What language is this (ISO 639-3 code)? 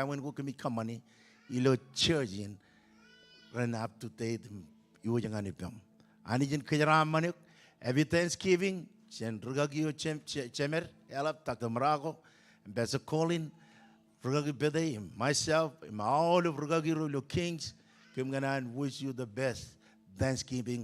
mah